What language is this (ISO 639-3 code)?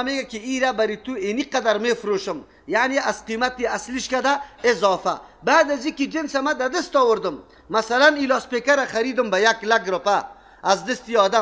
fas